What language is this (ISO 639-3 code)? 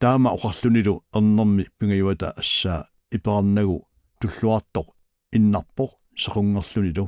kal